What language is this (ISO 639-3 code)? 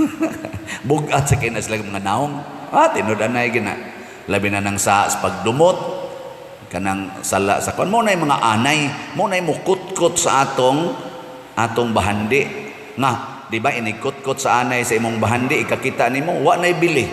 ceb